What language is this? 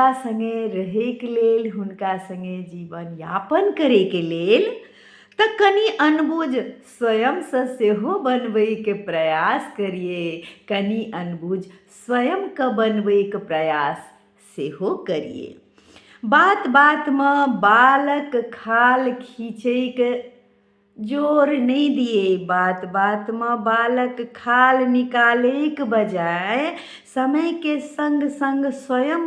Maithili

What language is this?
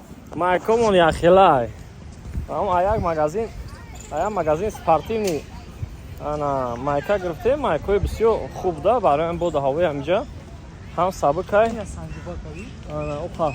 Tajik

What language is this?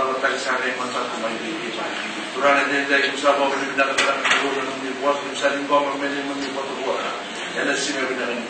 Fijian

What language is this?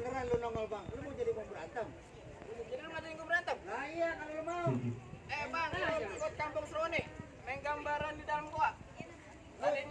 Betawi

